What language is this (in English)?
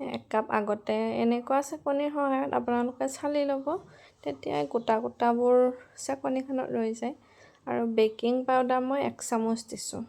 Assamese